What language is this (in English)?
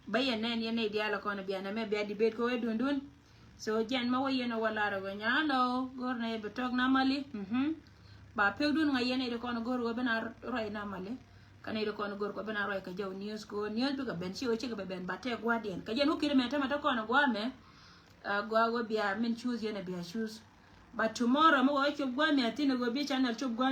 Nuer